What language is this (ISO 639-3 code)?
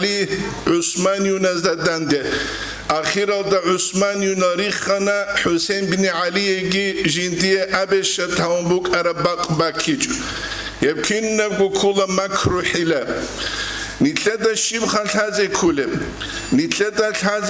ava